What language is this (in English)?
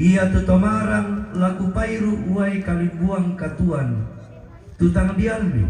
Toraja-Sa'dan